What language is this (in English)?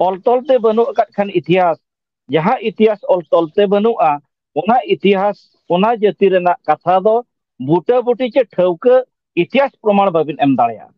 Santali